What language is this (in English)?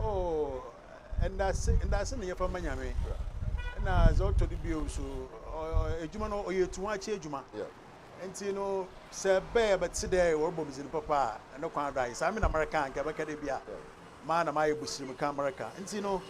Akan